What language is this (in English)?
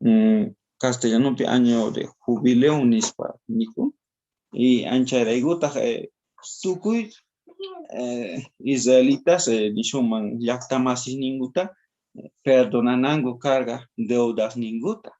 South Bolivian Quechua